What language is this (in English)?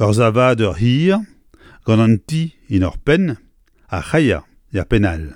Breton